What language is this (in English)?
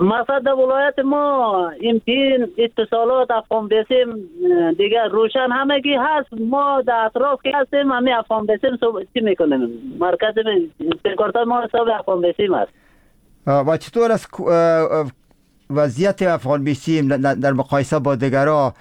Persian